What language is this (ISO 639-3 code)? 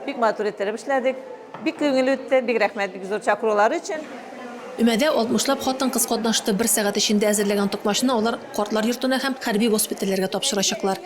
tat